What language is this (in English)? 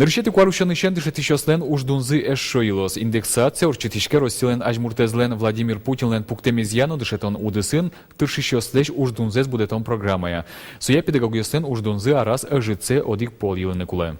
Udmurt